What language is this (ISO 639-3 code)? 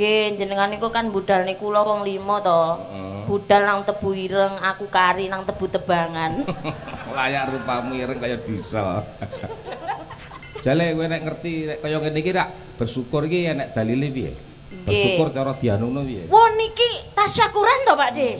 jav